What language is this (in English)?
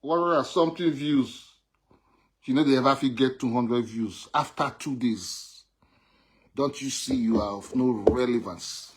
Nigerian Pidgin